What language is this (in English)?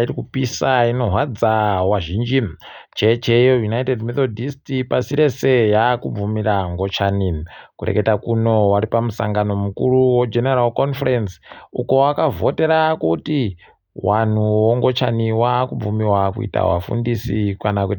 Ndau